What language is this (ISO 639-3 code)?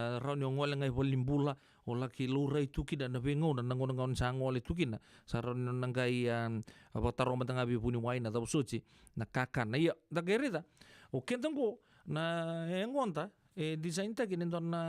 fij